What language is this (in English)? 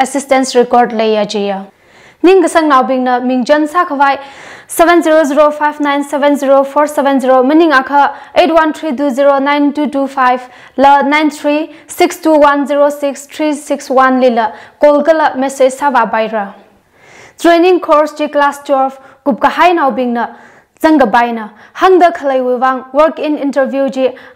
Tangkhul Naga (India)